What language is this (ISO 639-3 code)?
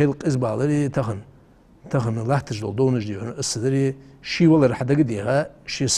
inh